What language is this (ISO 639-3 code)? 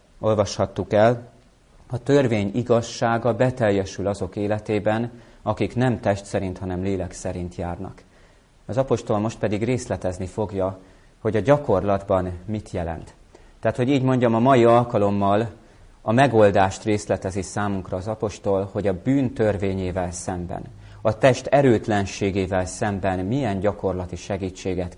hun